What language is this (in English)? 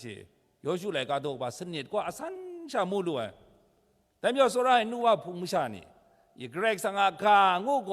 Kachin